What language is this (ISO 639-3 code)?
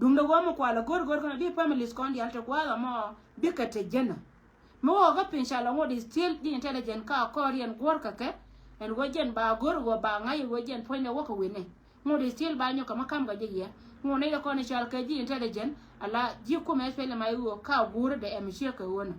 nus